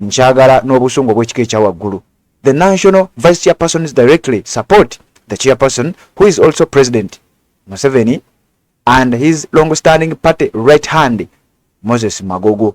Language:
Ganda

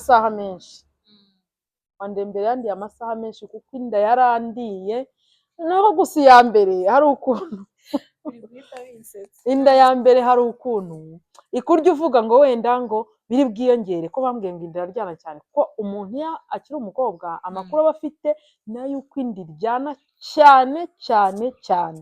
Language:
Kinyarwanda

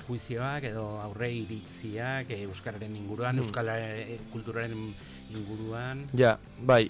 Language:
Basque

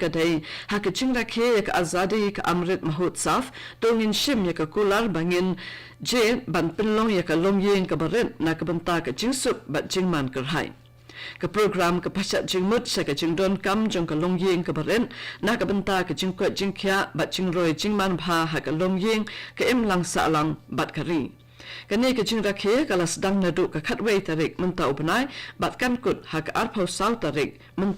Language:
Khasi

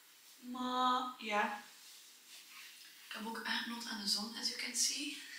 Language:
Dutch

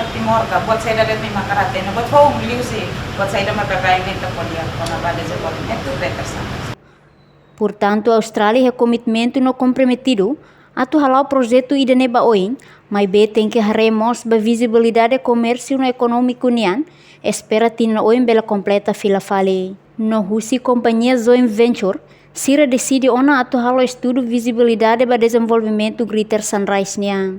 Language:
Tetum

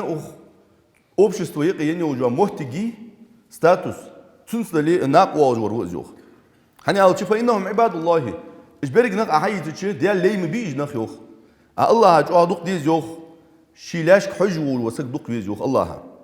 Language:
Ingush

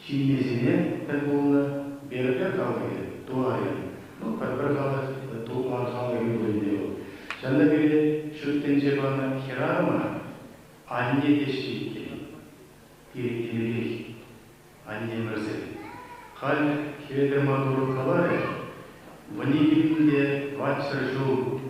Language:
Chuvash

